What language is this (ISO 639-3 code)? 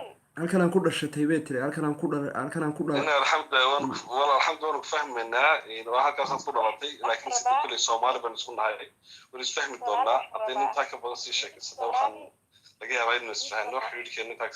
som